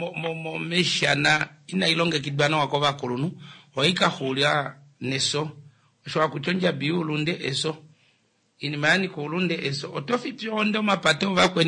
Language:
Kuanyama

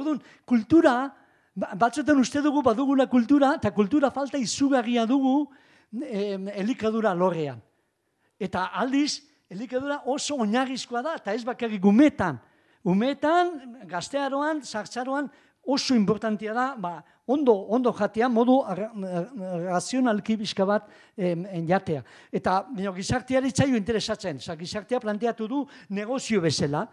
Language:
Basque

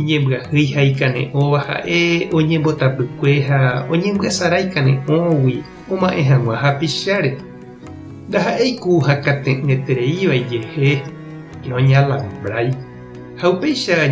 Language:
Guarani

